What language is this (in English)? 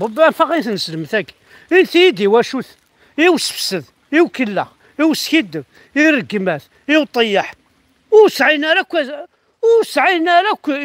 Kabyle